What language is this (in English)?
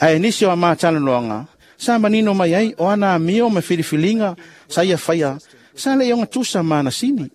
Samoan